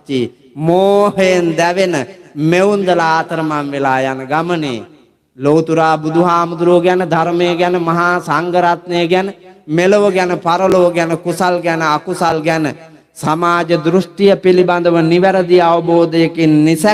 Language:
Sinhala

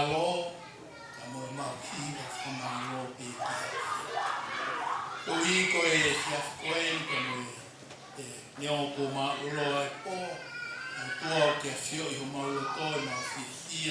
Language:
Tongan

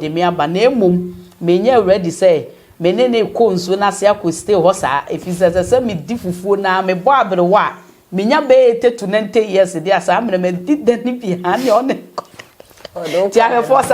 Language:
Akan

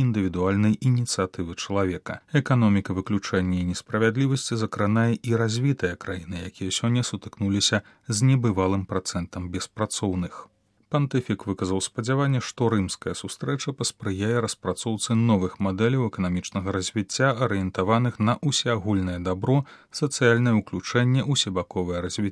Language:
Belarusian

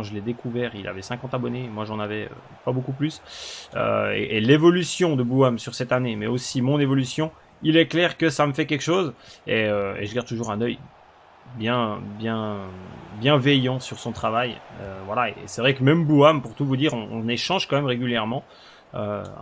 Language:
French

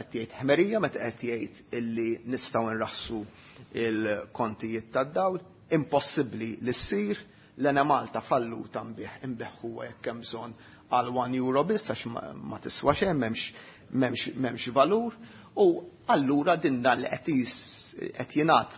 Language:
Maltese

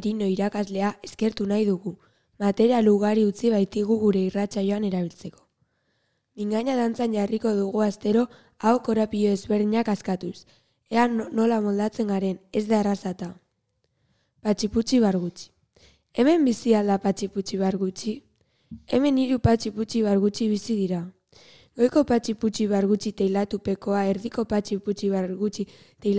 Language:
Basque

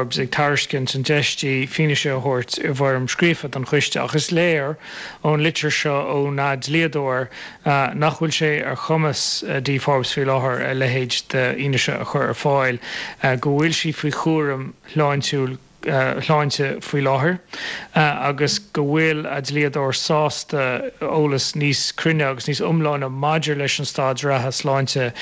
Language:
Irish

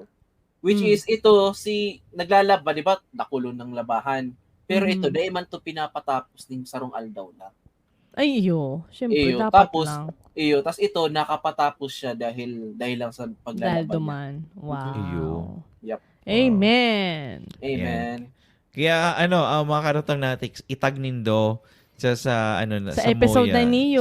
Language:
Bikol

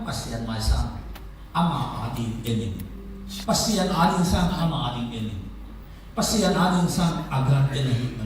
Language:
Tedim Chin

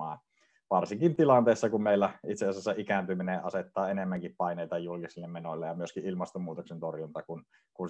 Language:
Finnish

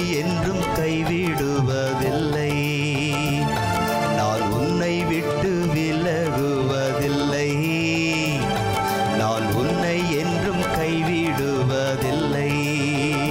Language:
Tamil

